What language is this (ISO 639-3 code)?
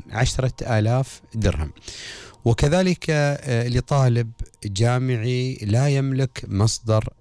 afb